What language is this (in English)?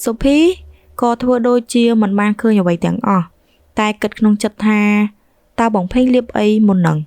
Khmer